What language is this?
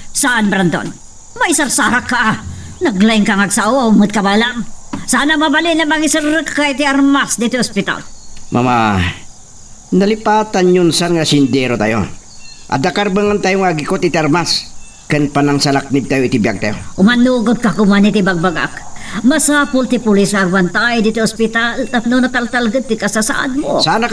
Iloko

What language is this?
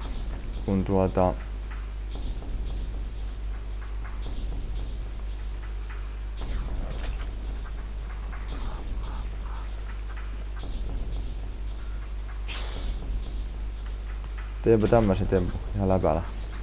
Finnish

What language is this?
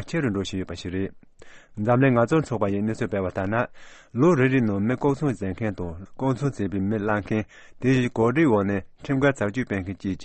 Tibetan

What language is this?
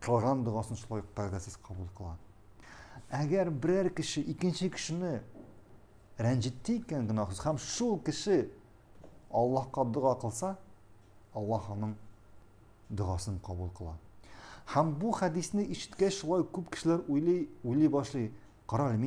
Tatar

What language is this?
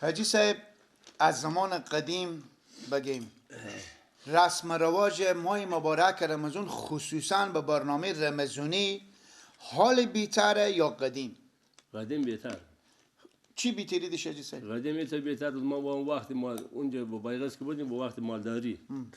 Persian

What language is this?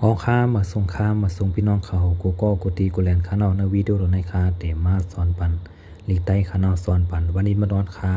Shan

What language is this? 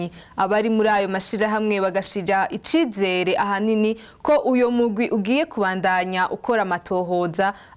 Rundi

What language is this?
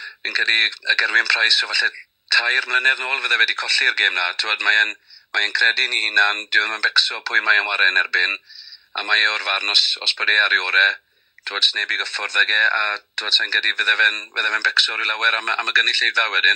Welsh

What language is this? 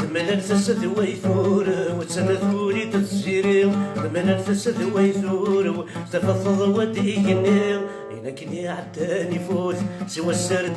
Kabyle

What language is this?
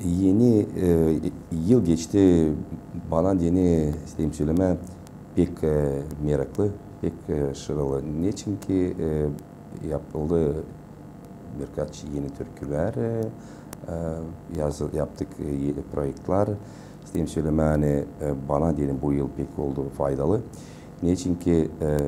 Gagauz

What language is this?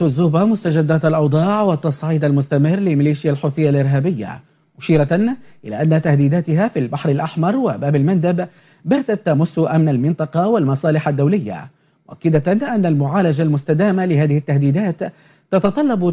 Arabic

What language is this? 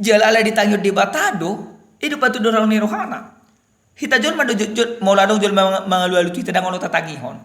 Batak Toba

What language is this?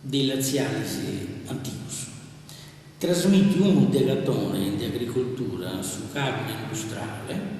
Sardinian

